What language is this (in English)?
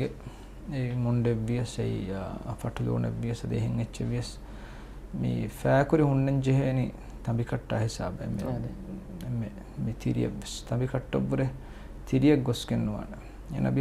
Divehi